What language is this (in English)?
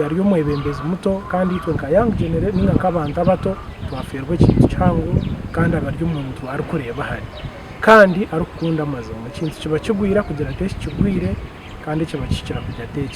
Nyankole